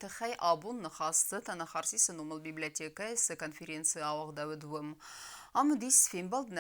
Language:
Ossetic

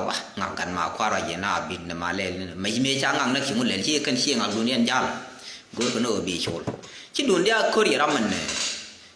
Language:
Nuer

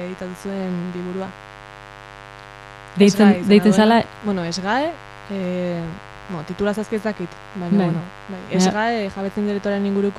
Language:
Basque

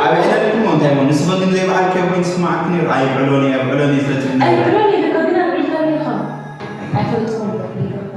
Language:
Tigrinya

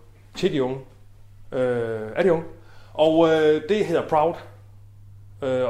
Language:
Danish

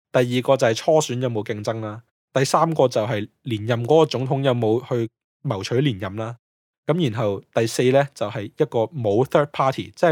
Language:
Cantonese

